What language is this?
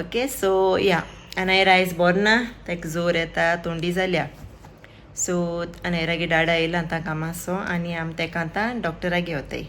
Konkani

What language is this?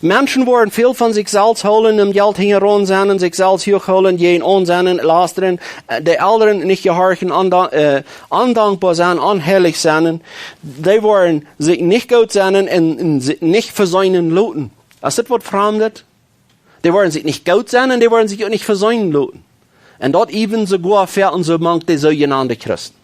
Plautdietsch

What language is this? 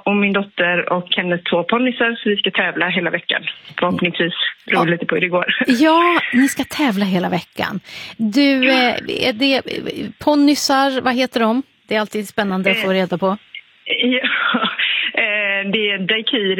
Swedish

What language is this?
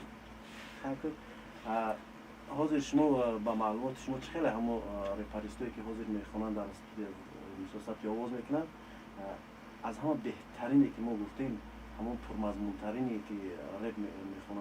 Tajik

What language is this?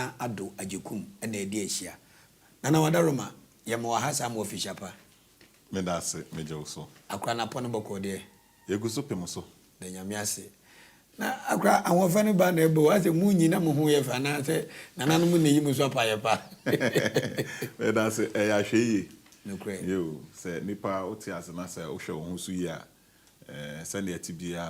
Akan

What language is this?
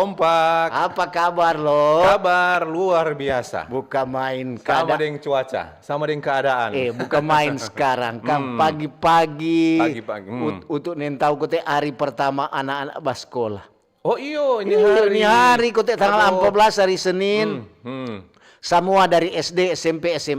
Manado Malay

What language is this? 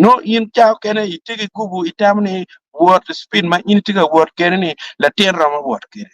Acoli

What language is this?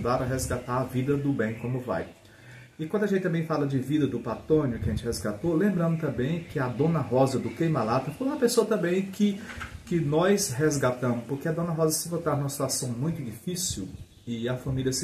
Portuguese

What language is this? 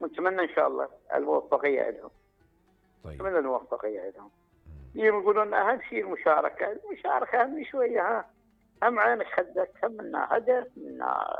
Mesopotamian Arabic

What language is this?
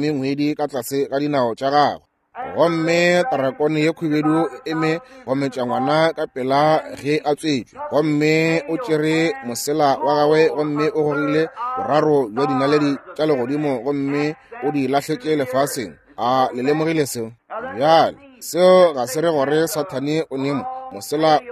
Northern Sotho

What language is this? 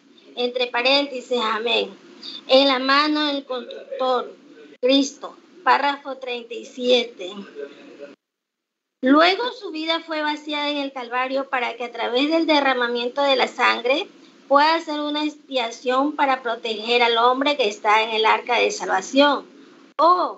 Spanish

